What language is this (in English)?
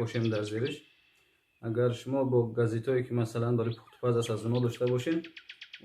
Tajik